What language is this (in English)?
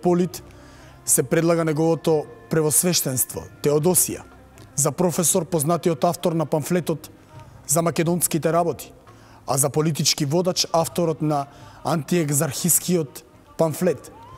Macedonian